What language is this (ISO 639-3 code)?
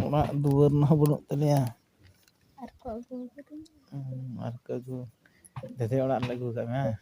sat